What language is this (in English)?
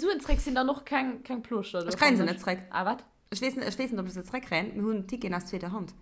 Luxembourgish